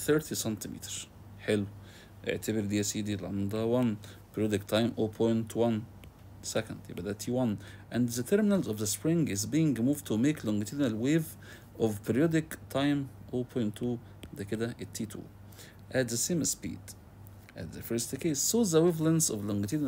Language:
Egyptian Arabic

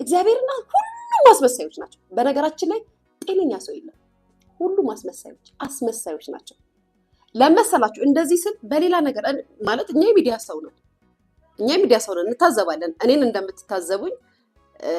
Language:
Amharic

